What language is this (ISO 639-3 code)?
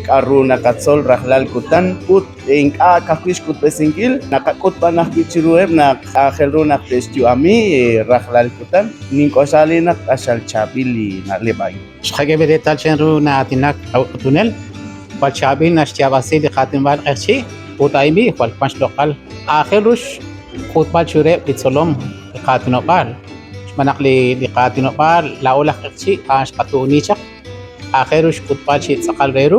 kek